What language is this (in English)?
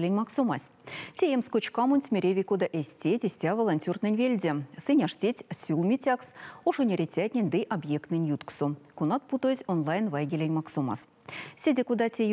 Erzya